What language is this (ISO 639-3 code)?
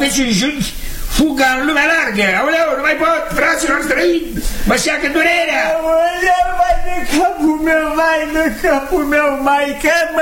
ron